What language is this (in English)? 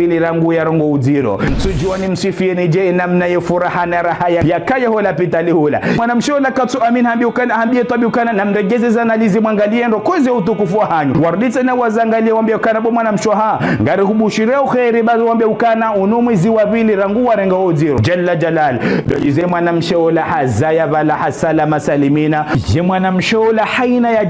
Ngazidja Comorian